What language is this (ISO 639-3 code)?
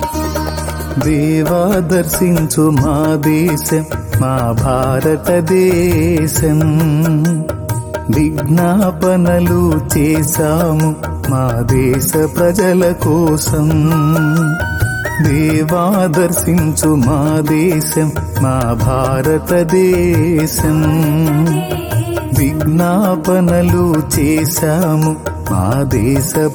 tel